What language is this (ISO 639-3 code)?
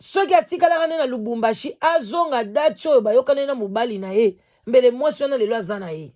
lin